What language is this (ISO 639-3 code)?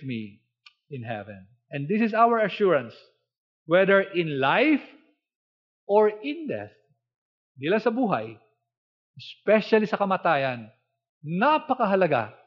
fil